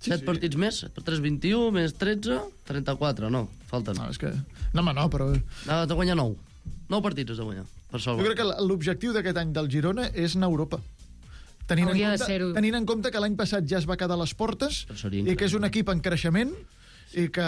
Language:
Catalan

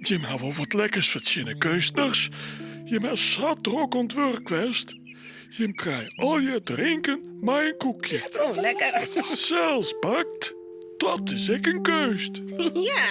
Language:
Western Frisian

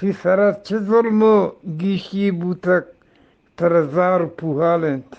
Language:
Eastern Balochi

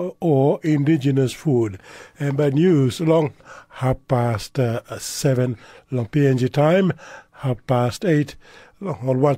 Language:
Tok Pisin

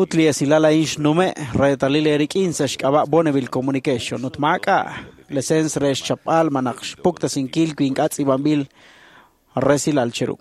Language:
Kekchí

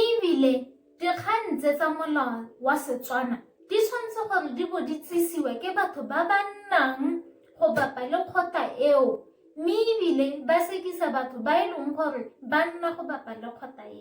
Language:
Tswana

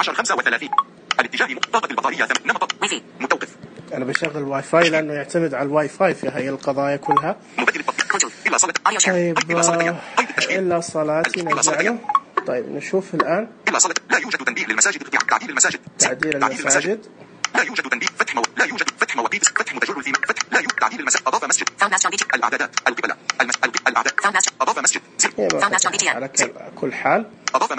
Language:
Najdi Arabic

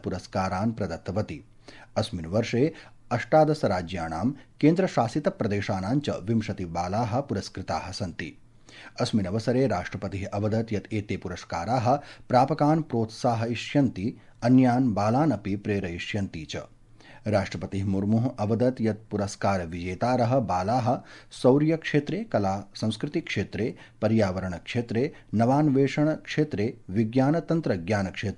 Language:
Sanskrit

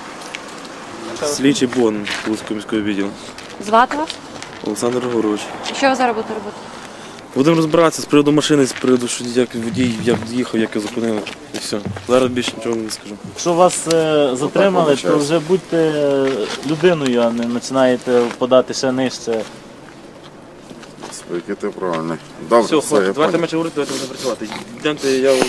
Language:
Ukrainian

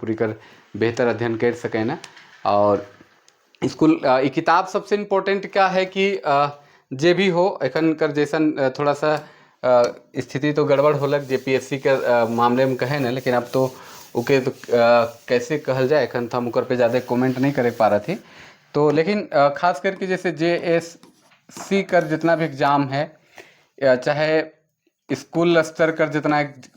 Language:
Sadri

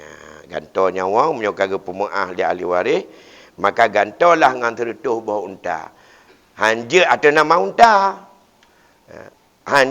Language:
Achinese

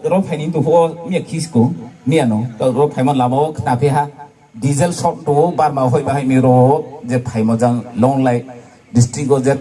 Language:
Riang (India)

